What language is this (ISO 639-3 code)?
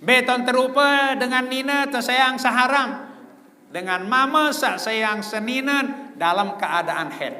sas